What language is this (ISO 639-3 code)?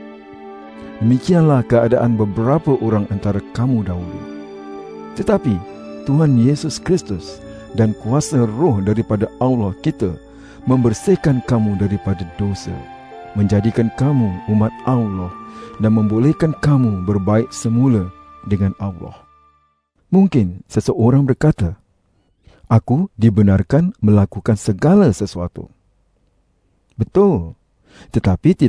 msa